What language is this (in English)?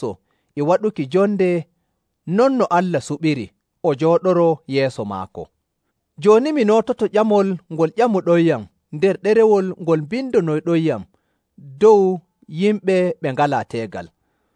Nigerian Fulfulde